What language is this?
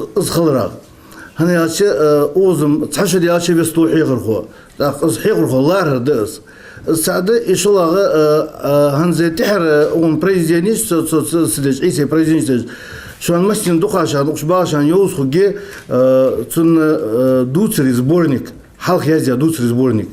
Ingush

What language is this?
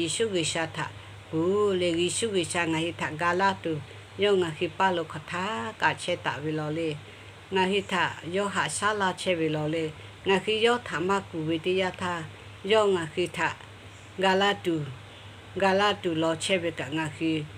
Lahu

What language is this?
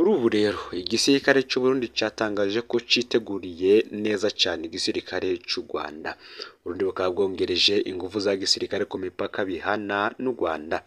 Rundi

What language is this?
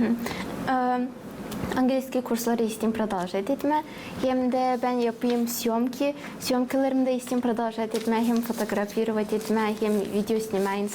Gagauz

